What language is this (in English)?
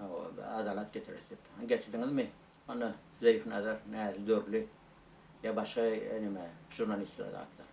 Turkmen